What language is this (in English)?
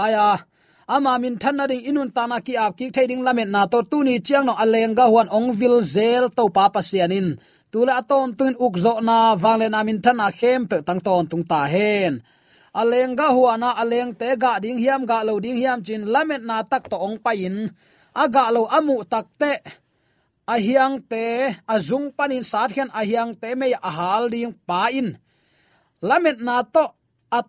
Tedim Chin